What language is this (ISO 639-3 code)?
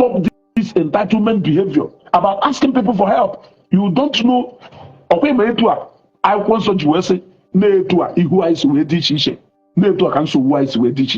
ibo